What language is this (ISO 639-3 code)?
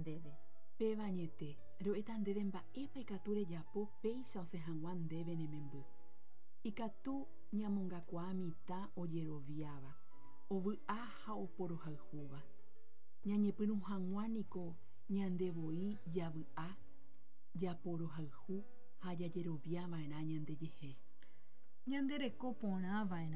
grn